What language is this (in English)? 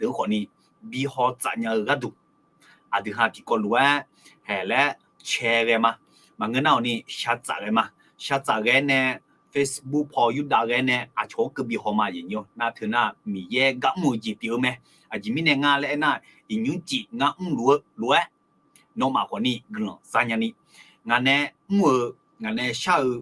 Akha